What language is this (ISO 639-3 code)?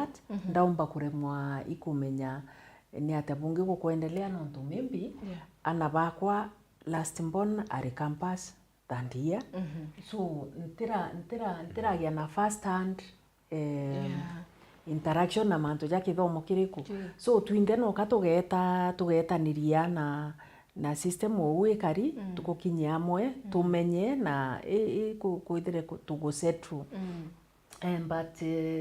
mer